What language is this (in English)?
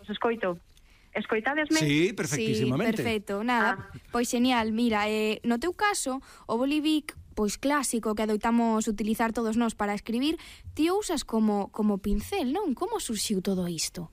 Galician